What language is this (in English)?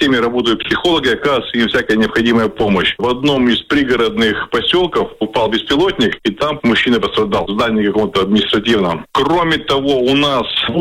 Russian